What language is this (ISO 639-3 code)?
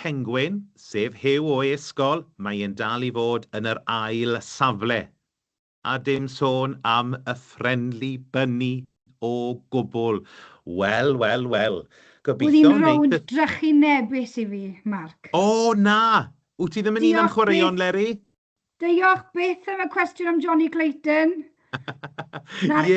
cym